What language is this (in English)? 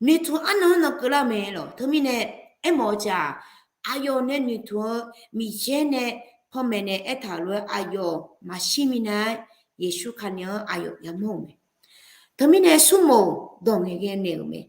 Akha